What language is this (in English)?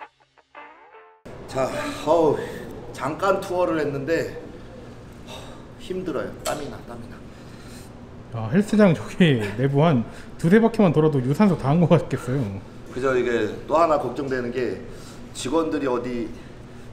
Korean